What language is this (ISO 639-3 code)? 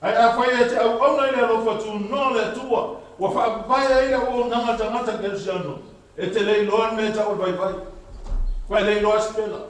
smo